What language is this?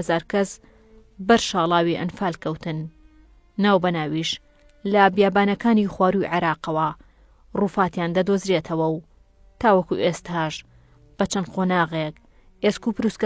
Central Kurdish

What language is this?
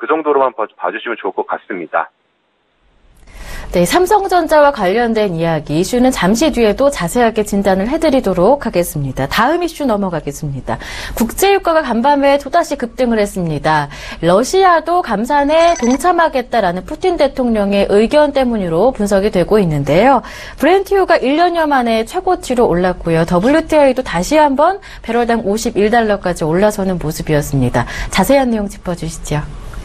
Korean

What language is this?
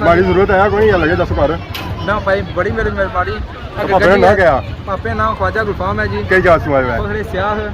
Pahari-Potwari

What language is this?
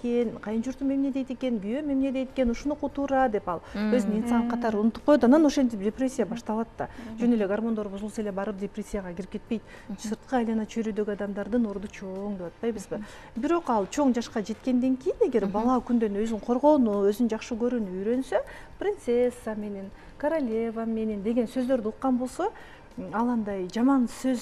Kyrgyz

